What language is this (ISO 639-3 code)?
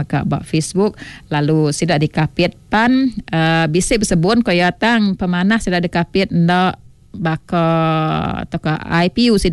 iba